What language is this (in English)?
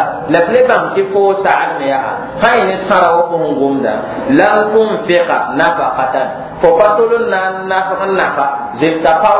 Mossi